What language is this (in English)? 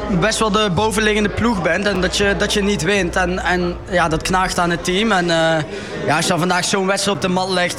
Dutch